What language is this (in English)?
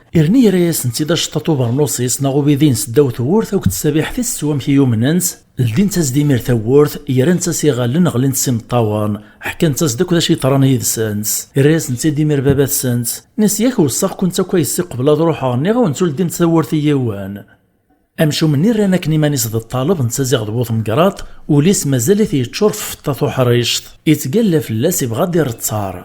Kabyle